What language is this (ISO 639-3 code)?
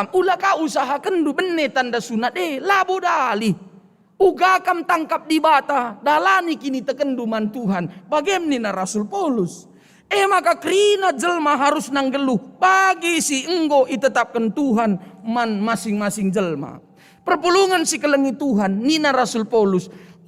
btx